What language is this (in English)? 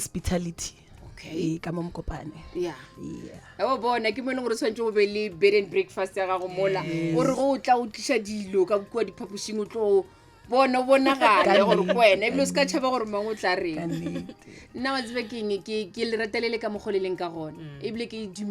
Northern Sotho